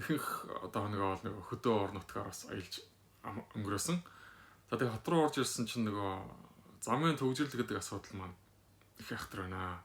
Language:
Mongolian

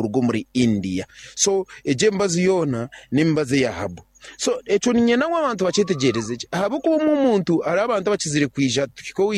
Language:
Nyankole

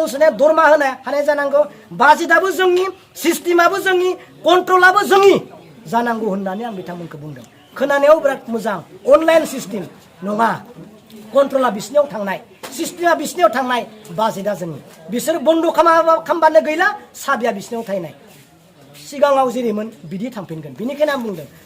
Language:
Bodo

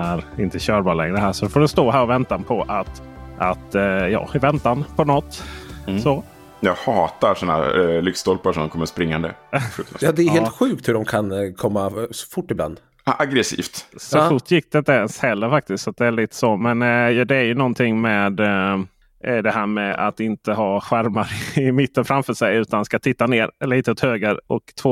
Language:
Swedish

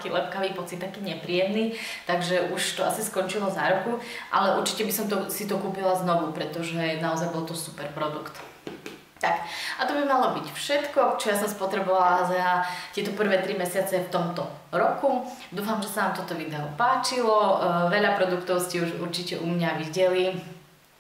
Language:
Slovak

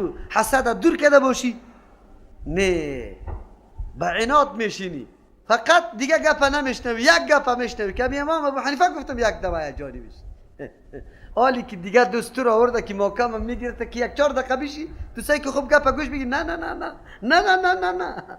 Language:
Persian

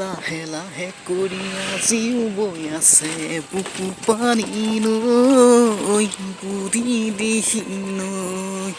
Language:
Assamese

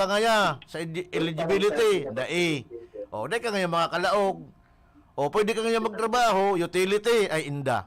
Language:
Bikol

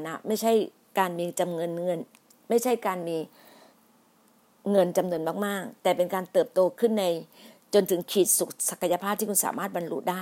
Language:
Thai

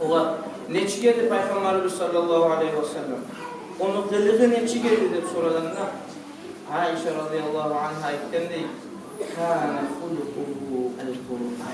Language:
Kumyk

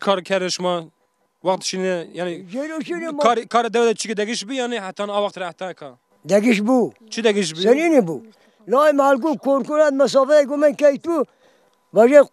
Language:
Zaza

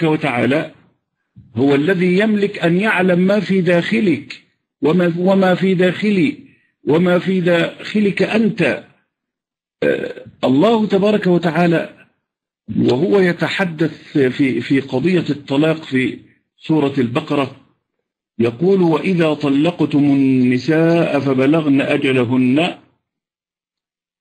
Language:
Arabic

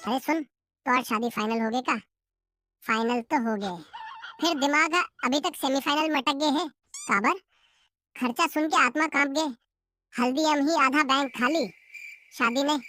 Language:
Chhattisgarhi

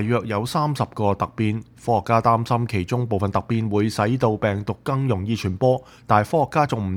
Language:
Cantonese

